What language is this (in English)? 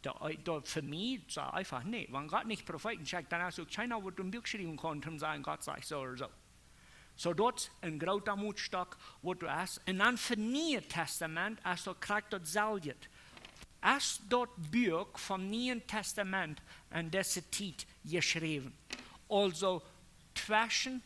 Plautdietsch